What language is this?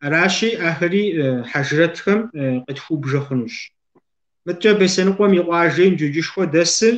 Kabardian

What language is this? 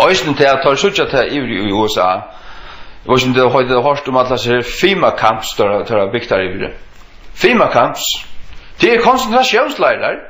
Faroese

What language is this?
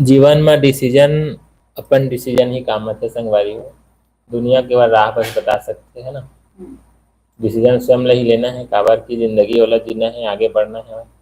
Chhattisgarhi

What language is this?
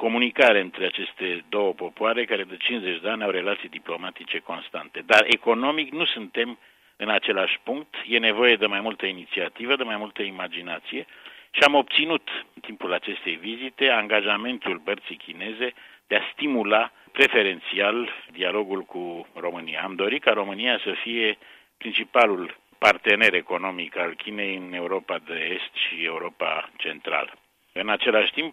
Romanian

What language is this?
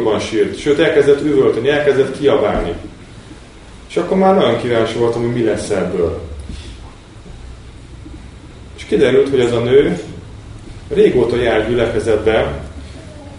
Hungarian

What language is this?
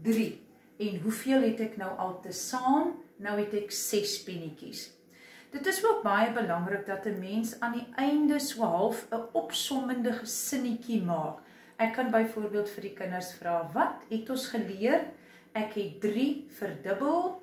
Afrikaans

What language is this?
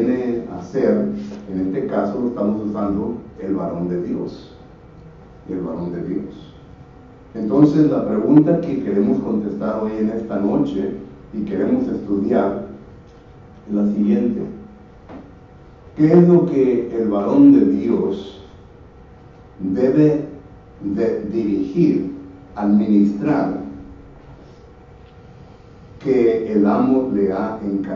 Spanish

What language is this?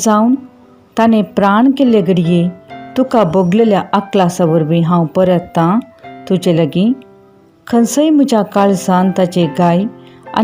Konkani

